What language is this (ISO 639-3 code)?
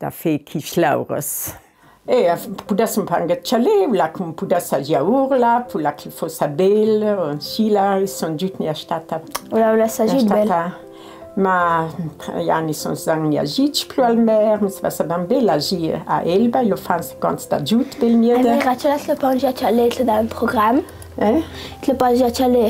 lld